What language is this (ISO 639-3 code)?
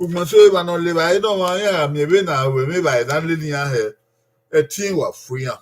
bin